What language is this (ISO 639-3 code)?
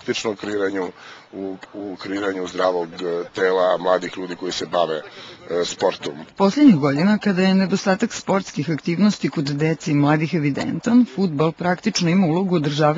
srp